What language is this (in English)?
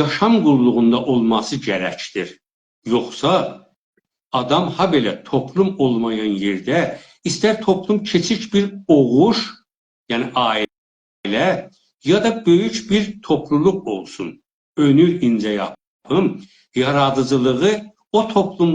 South Azerbaijani